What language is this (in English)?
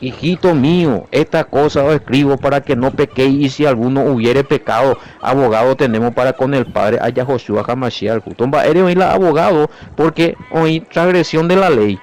Guarani